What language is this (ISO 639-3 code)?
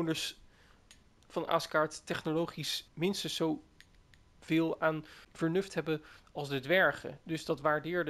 nld